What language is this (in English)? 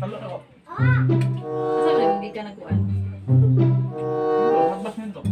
Cebuano